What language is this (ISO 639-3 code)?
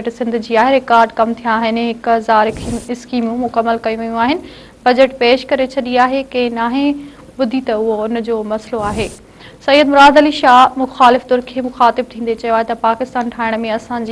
snd